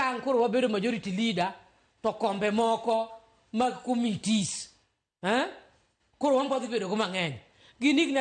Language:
Luo (Kenya and Tanzania)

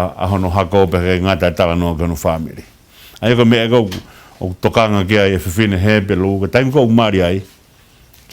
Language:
Tongan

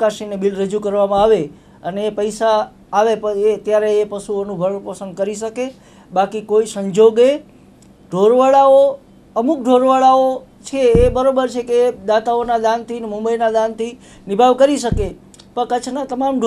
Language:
Gujarati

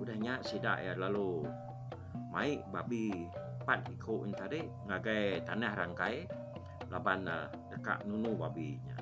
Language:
Iban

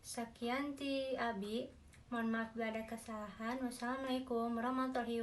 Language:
Sundanese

